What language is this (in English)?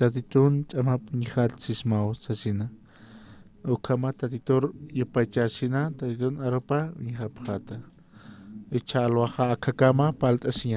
Aymara